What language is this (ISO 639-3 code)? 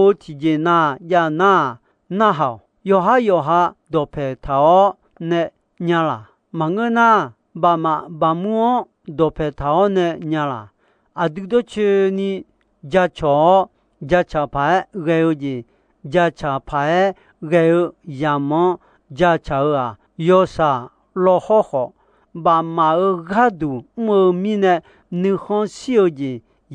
ahk